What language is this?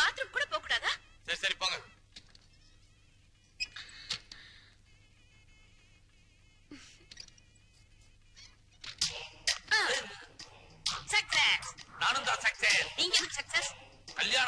Tamil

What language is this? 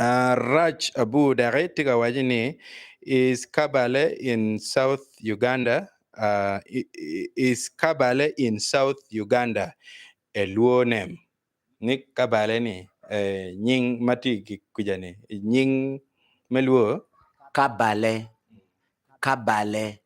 Acoli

